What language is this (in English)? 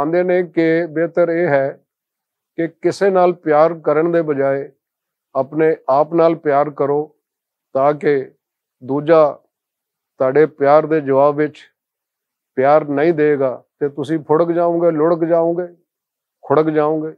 Western Panjabi